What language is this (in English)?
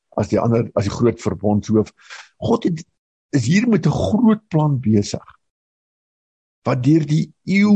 Afrikaans